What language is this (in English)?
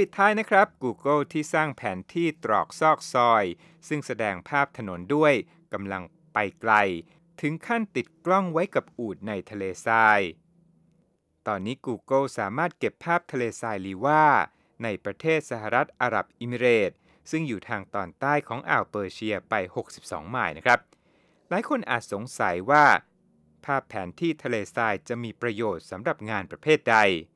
Thai